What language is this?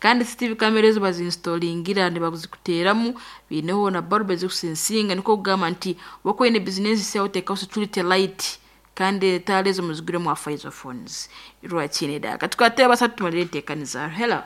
Nyankole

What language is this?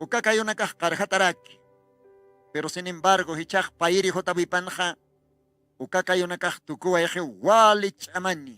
Aymara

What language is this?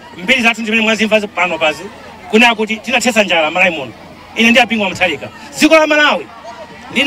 Nyanja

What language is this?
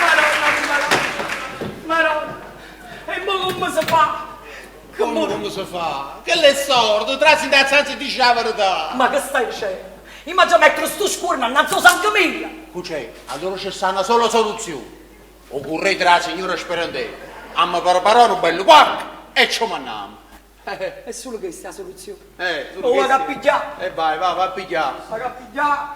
Neapolitan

